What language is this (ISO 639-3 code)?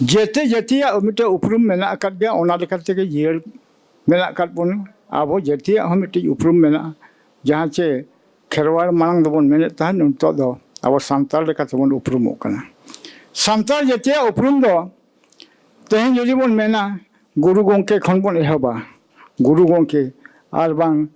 sat